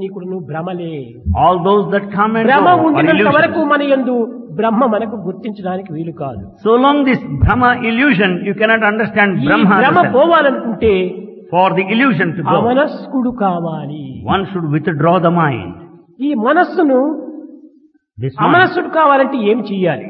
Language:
Telugu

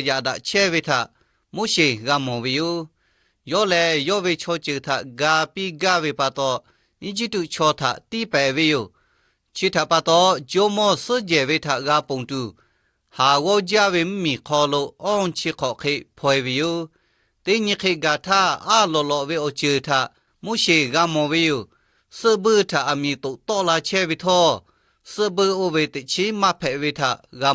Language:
Lahu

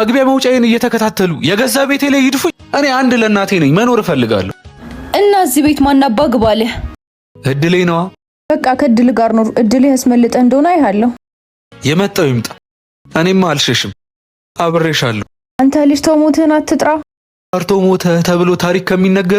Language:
Amharic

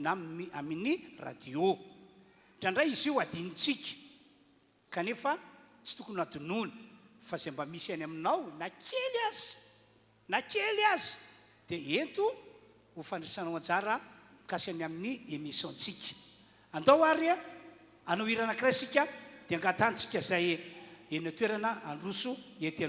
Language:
Malagasy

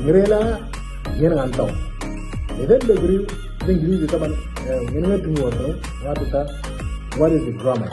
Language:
Moro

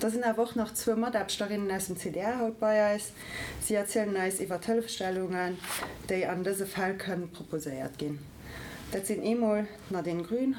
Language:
Luxembourgish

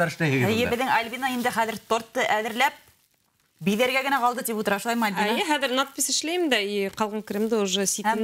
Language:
Bashkir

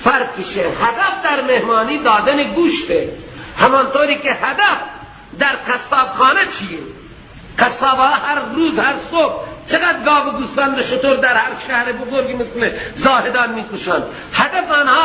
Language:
Persian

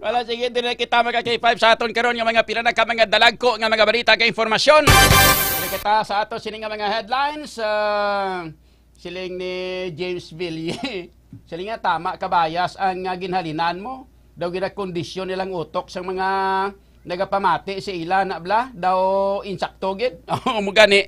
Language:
Hiligaynon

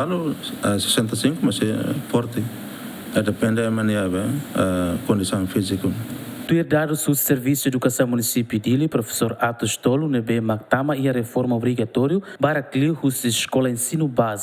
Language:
Tetum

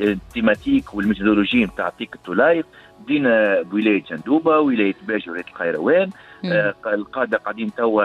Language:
Tunisian Arabic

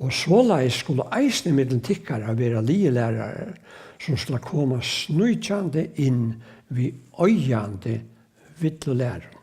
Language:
Faroese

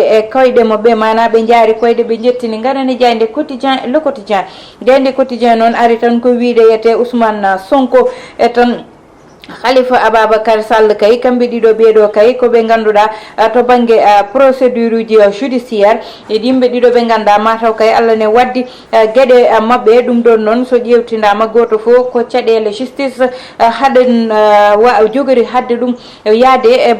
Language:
Fula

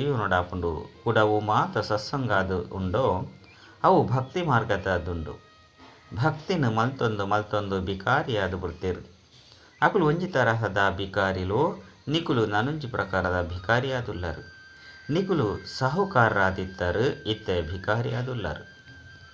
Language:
Tulu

